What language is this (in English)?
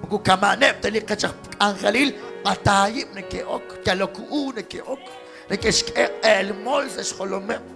Kekchí